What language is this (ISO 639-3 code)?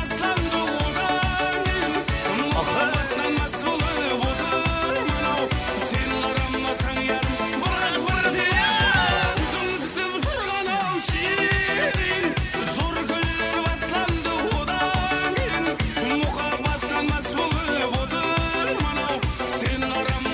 kaa